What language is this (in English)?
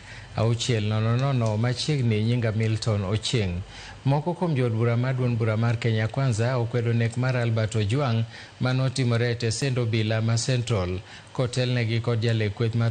Luo (Kenya and Tanzania)